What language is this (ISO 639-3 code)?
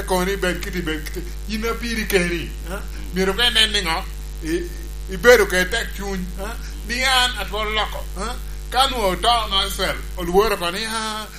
laj